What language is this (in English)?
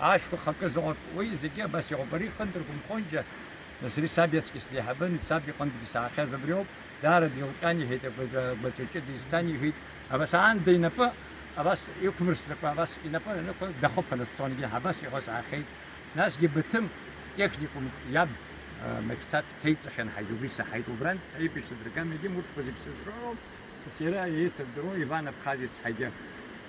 Abkhazian